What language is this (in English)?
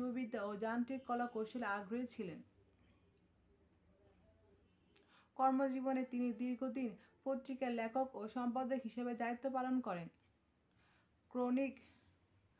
Bangla